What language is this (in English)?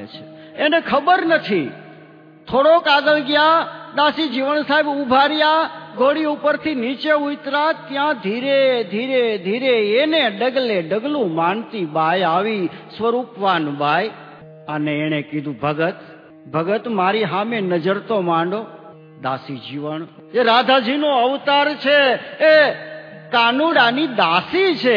Gujarati